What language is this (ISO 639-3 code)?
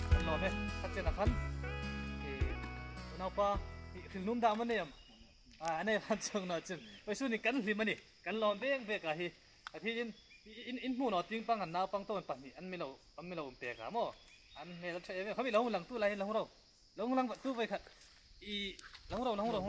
hmr